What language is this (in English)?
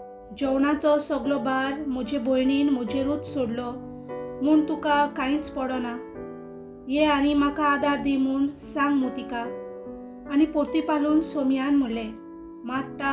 Konkani